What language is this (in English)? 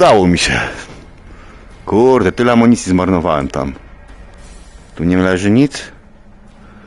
Polish